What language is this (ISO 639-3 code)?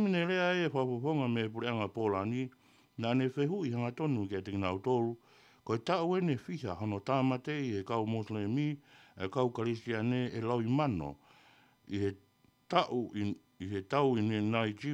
ton